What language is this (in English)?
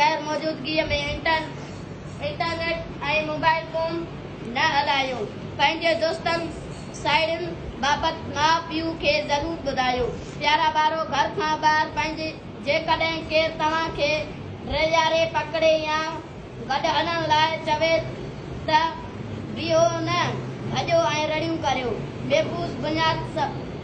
Sindhi